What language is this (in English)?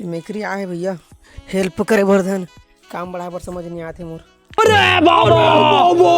Chhattisgarhi